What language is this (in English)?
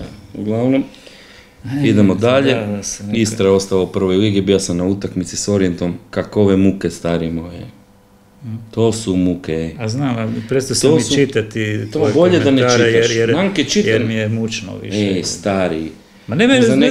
Croatian